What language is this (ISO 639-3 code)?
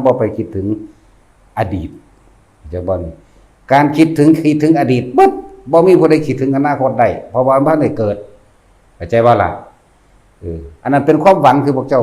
tts